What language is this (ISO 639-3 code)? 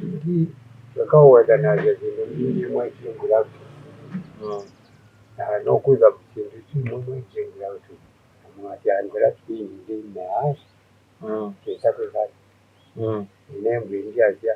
kam